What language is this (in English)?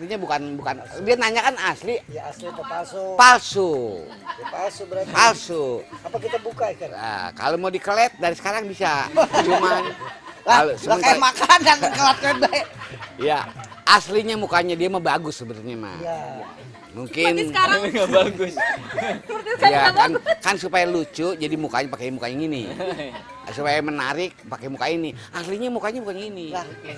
Betawi